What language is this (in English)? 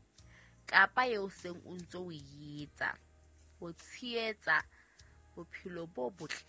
Southern Sotho